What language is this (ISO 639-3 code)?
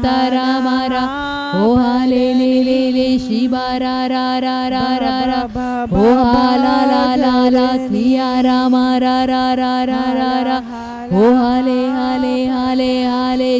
kdh